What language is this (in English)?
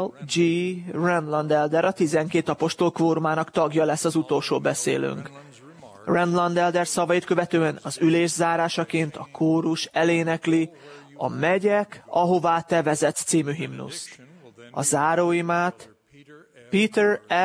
Hungarian